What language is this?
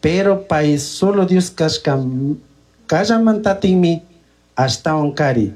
Chimborazo Highland Quichua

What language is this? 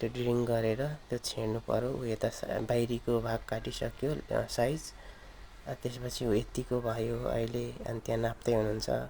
Nepali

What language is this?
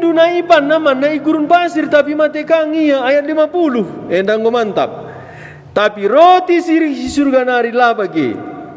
Batak Karo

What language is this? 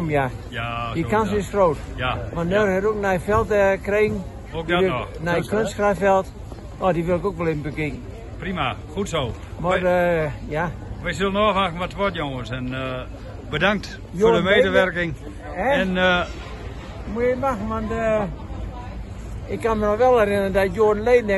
Dutch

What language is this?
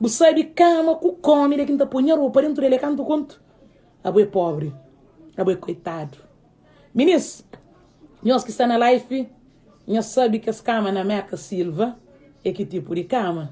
Kabuverdianu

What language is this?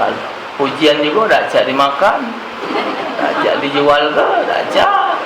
Musi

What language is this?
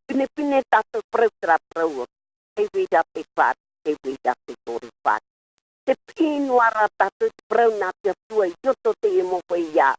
Tahitian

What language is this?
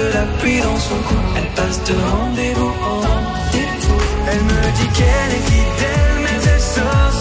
French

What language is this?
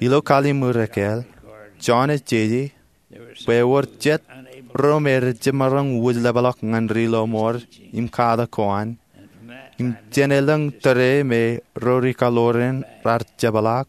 Marshallese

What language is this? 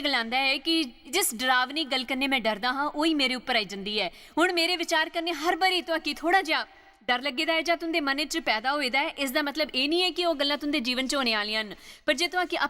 Dogri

